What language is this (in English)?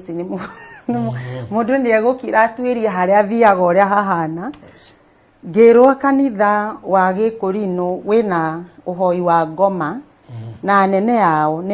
Kikuyu